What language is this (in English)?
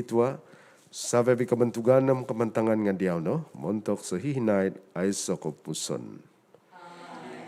Central Dusun